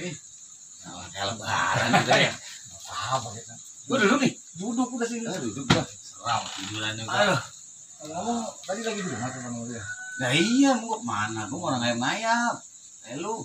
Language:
Betawi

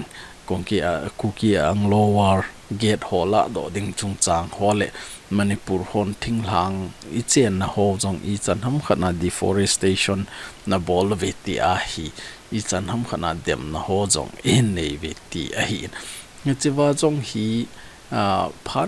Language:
Thado Chin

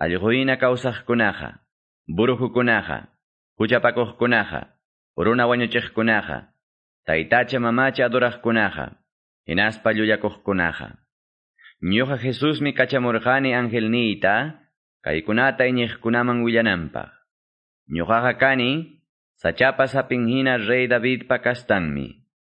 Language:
Quechua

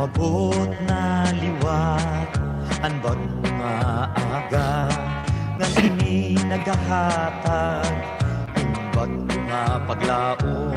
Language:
Waray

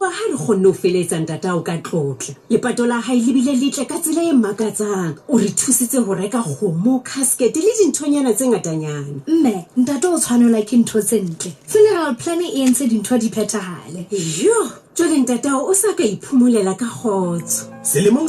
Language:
Southern Sotho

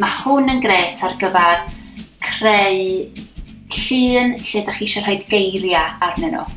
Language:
Welsh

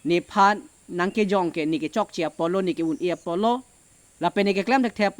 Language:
Karbi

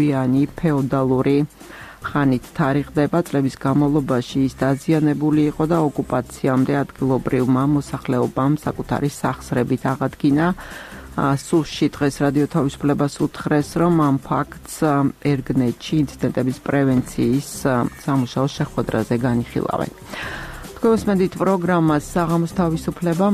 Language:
Georgian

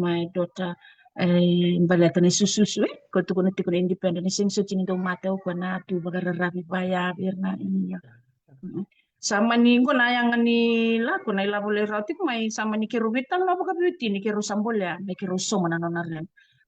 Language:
Fijian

